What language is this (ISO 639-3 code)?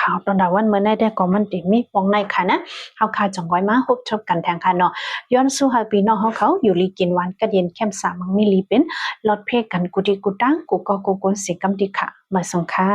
shn